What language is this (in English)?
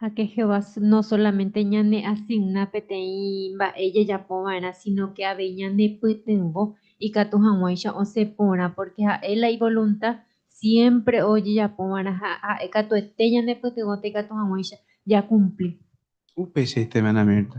Guarani